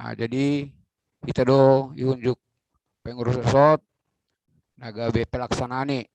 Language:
Batak Simalungun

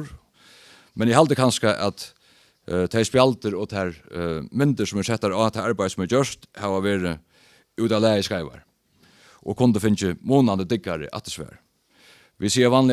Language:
Faroese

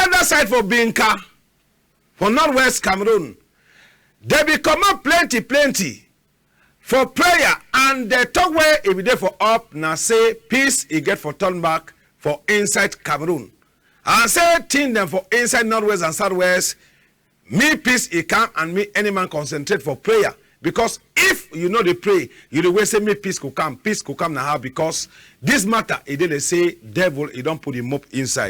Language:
Cameroon Pidgin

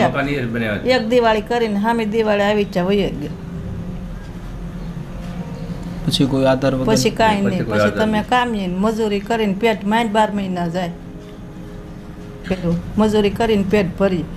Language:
Gujarati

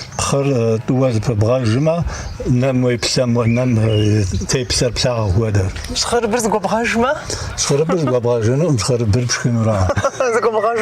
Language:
Kabardian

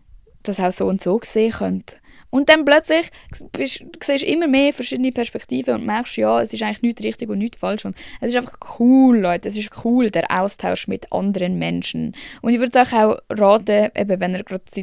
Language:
Swiss German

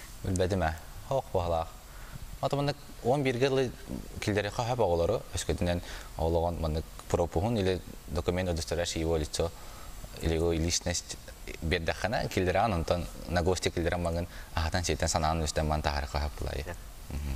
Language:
Yakut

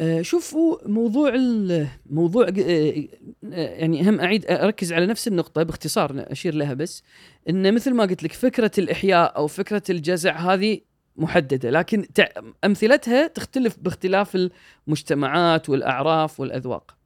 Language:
Gulf Arabic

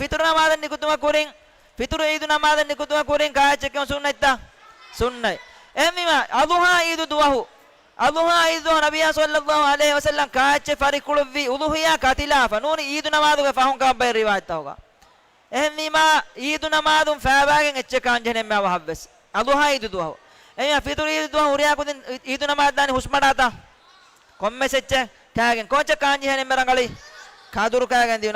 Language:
Divehi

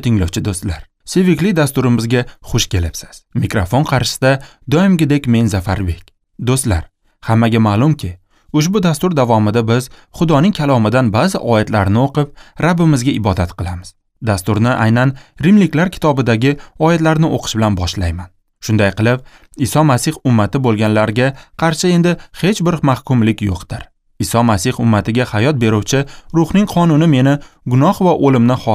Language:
Uzbek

